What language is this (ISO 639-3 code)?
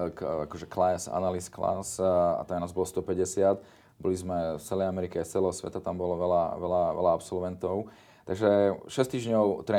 slk